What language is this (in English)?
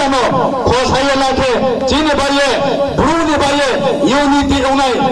Riang (India)